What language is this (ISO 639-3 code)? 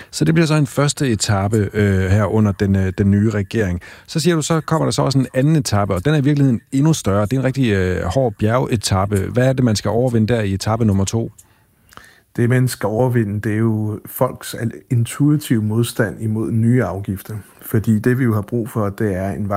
dan